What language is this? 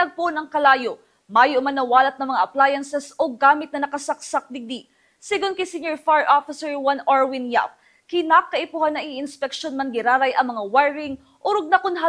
Bikol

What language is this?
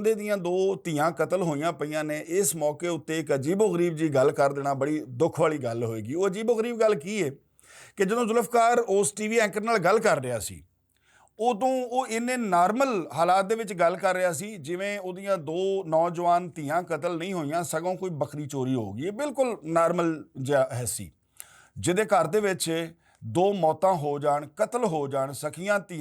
Western Panjabi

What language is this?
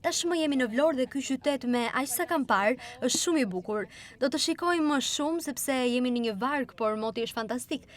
Albanian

